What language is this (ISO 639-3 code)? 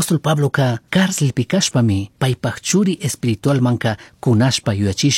qug